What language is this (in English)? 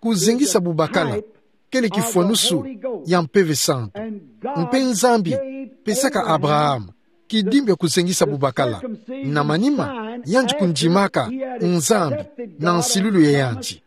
Kituba (Democratic Republic of Congo)